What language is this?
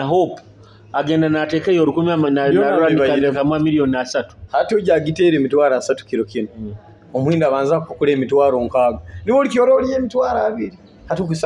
Nyoro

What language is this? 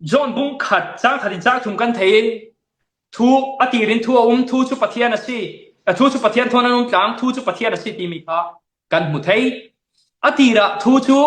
Falam Chin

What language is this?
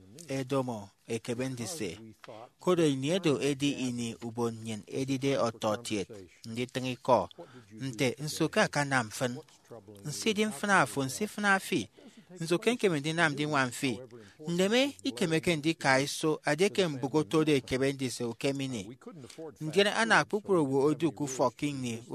Efik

